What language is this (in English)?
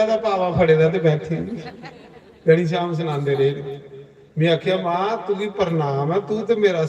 Dogri